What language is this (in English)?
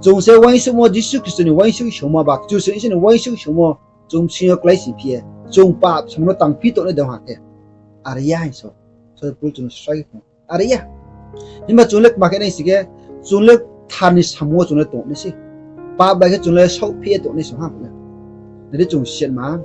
Riang (India)